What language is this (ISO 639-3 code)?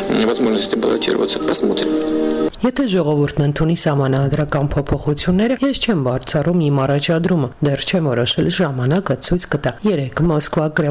hye